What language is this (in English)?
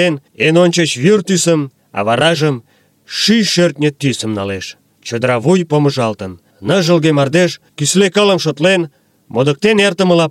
Mari